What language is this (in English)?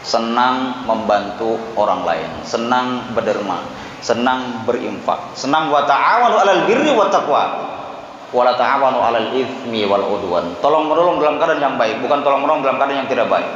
Banjar